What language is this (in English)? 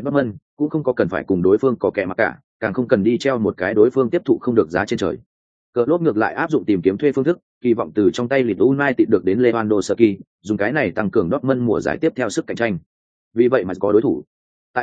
Vietnamese